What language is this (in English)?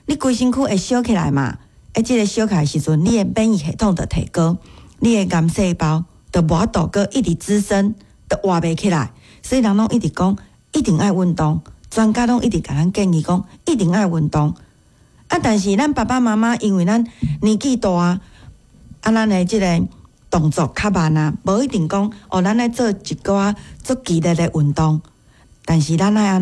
Min Nan Chinese